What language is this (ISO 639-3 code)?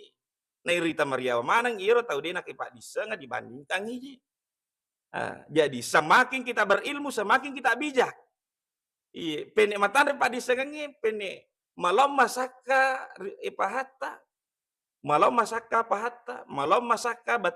bug